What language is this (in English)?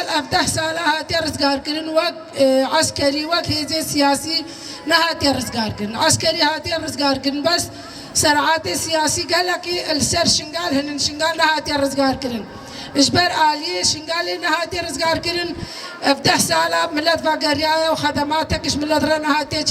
Kurdish